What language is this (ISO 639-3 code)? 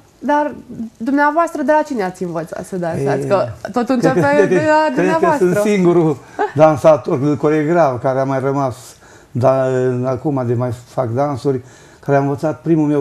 ron